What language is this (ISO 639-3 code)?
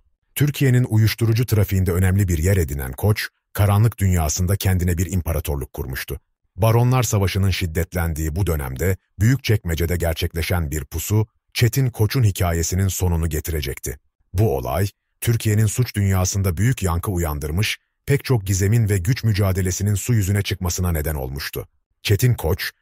tur